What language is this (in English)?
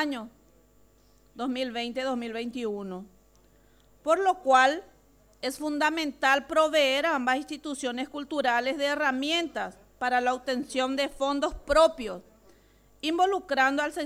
Spanish